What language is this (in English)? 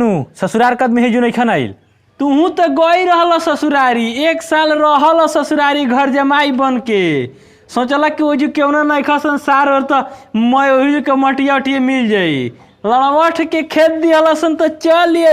Bhojpuri